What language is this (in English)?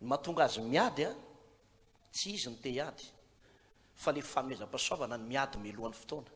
Malagasy